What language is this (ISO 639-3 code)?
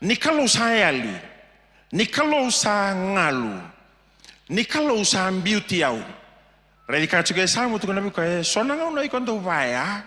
fij